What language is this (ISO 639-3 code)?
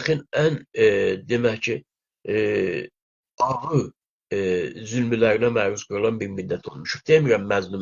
azb